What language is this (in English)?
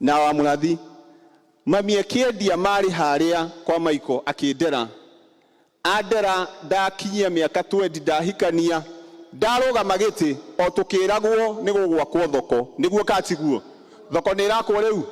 Kikuyu